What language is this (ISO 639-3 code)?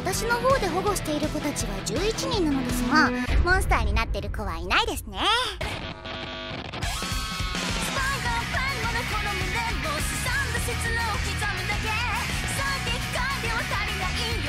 jpn